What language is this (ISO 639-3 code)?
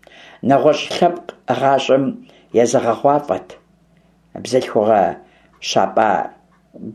kbd